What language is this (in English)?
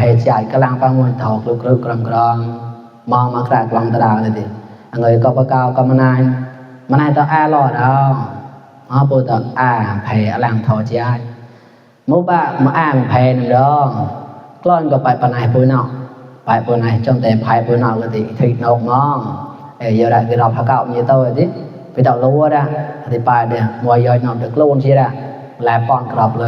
Mon